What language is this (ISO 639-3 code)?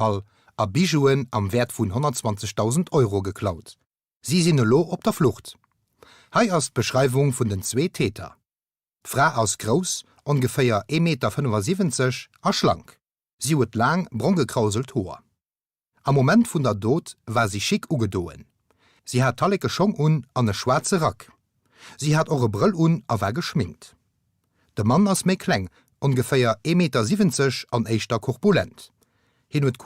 ltz